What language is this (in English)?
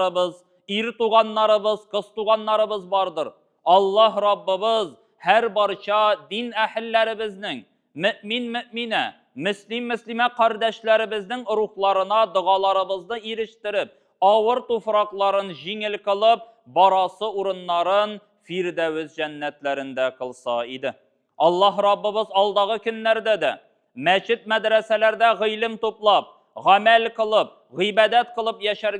Tatar